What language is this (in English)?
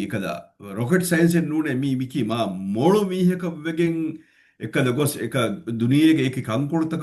Divehi